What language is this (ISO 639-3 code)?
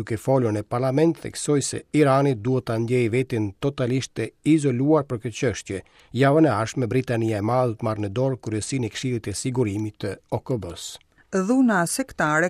sqi